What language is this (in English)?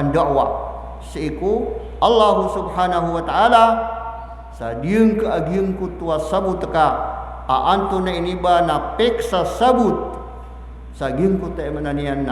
Maranao